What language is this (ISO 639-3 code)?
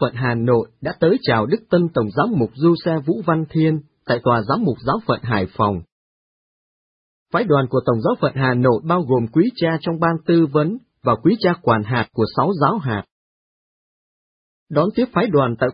vie